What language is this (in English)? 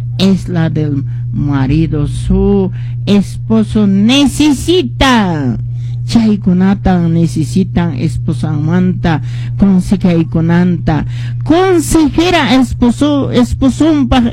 Quechua